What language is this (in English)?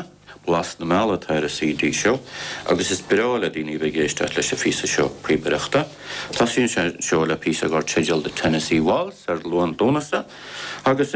Irish